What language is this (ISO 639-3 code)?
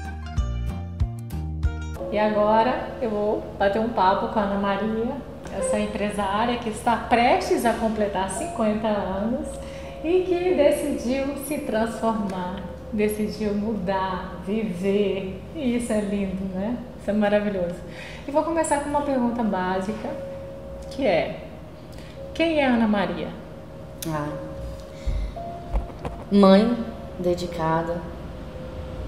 por